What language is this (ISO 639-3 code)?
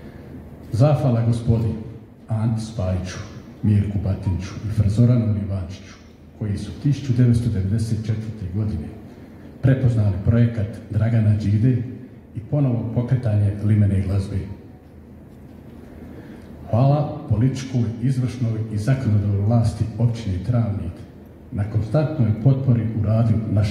hrv